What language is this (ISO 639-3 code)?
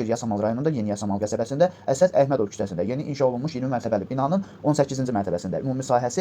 aze